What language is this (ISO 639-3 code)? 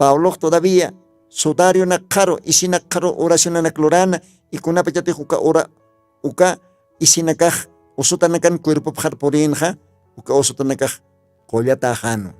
aym